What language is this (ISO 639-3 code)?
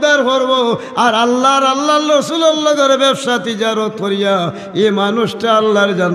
syl